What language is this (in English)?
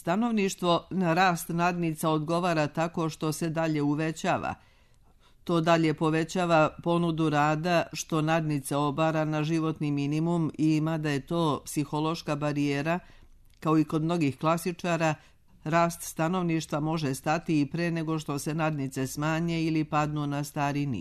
Serbian